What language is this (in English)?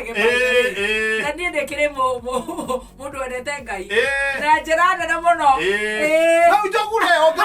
Kikuyu